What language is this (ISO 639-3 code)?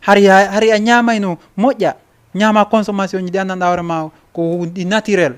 ful